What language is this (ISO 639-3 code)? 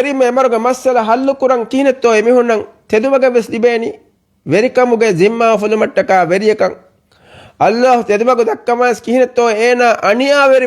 div